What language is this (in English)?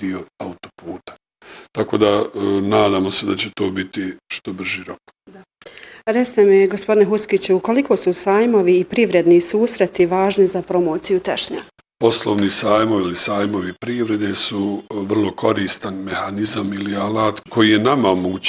Bosnian